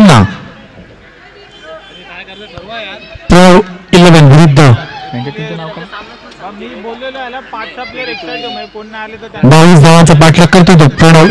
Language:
Marathi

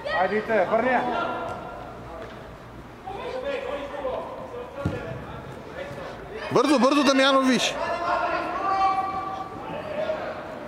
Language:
Bulgarian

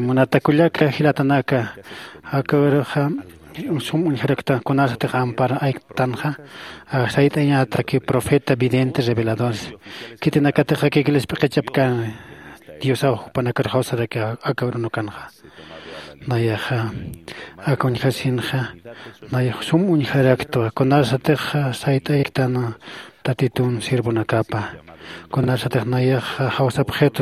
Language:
Aymara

